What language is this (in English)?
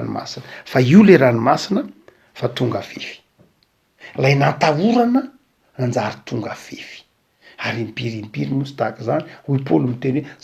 Malagasy